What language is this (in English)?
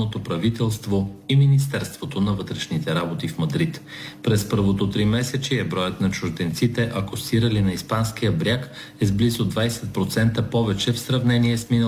Bulgarian